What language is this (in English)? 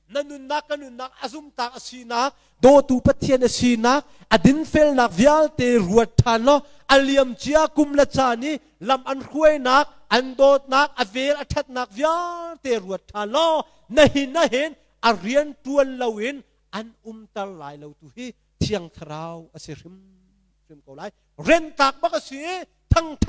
Hakha Chin